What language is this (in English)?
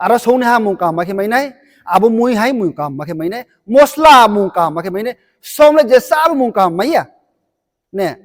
Riang (India)